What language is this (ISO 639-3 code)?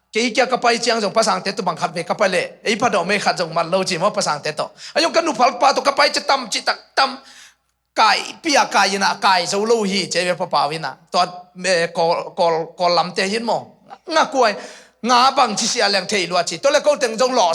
ctd